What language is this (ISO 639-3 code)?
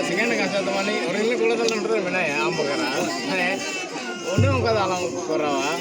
sat